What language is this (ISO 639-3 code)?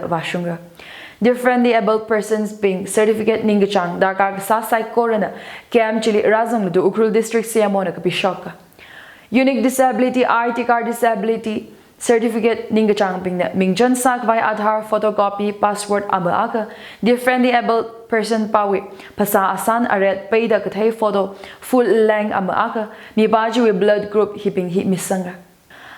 nmf